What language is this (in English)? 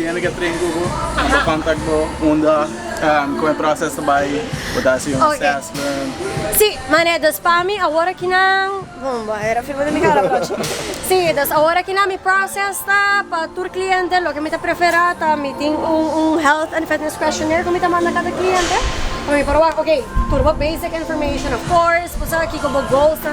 Papiamento